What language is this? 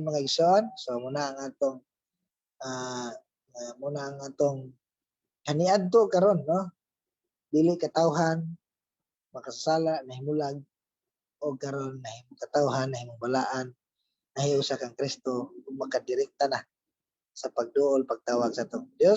Cebuano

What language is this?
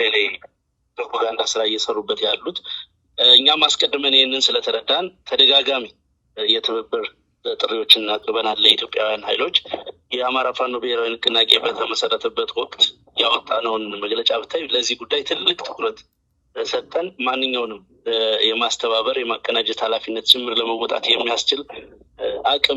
Amharic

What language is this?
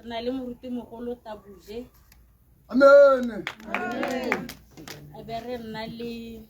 Tswana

